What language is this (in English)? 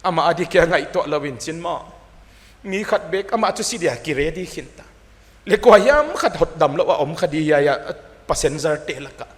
Paite Chin